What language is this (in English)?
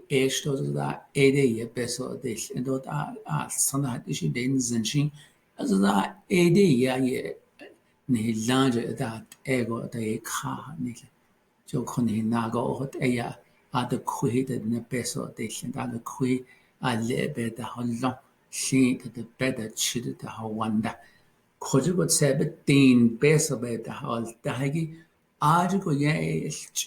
Navajo